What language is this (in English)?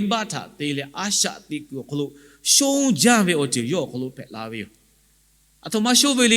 Lahu